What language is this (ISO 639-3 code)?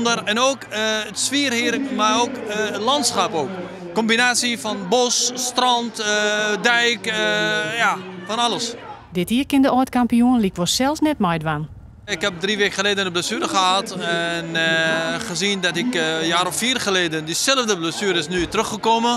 fry